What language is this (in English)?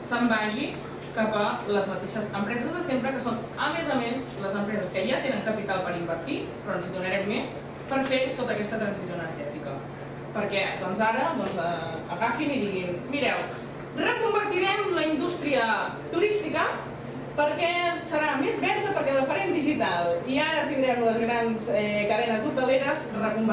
Catalan